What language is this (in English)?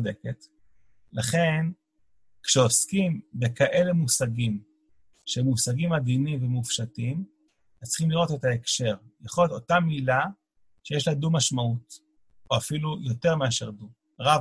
Hebrew